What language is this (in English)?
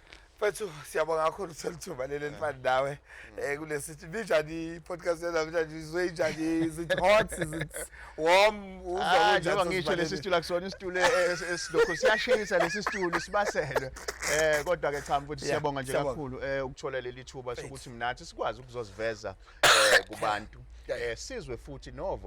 Zulu